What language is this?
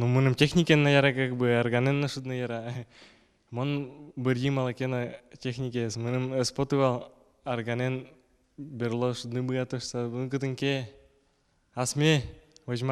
Udmurt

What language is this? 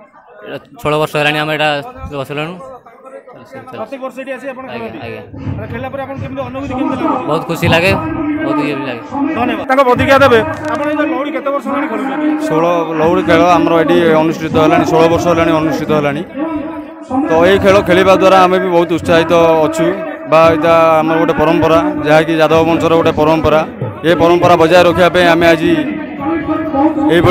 Odia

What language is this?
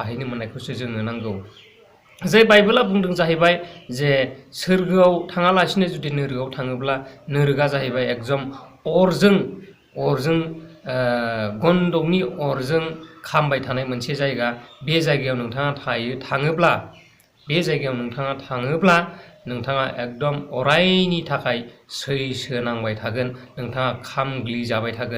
Bodo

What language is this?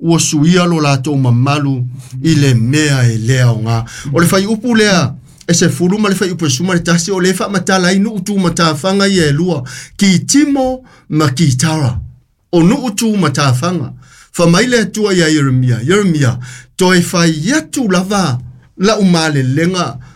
Samoan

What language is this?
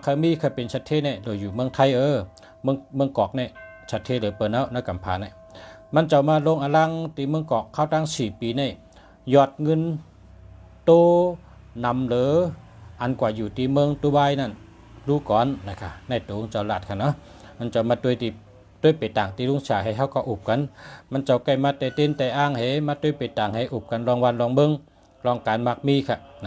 Shan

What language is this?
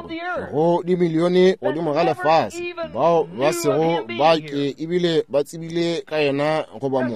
Northern Sotho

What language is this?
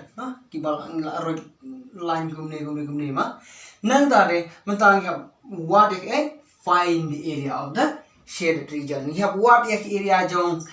Khasi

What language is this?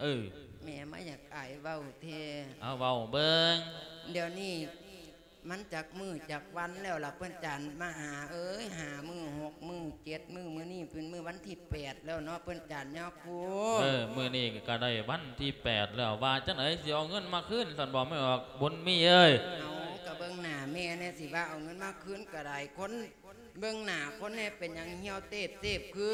Lao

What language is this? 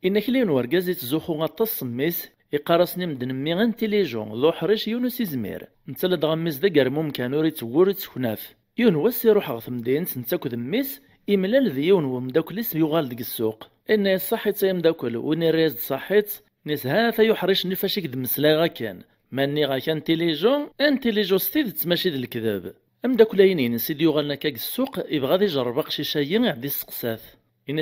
Kabyle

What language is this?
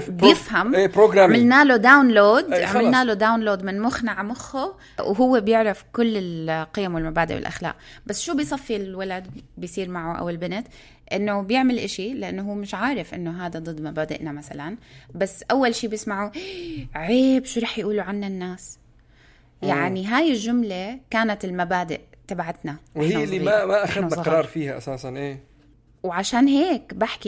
North Levantine Arabic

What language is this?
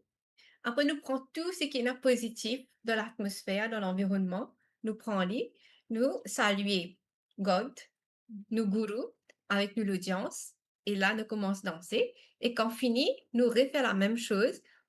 Morisyen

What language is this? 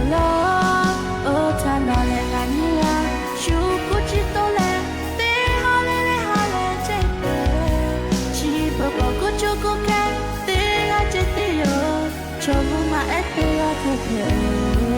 Lahu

